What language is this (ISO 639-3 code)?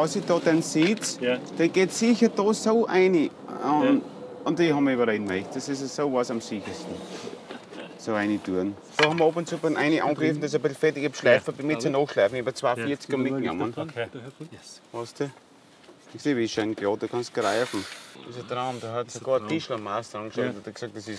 deu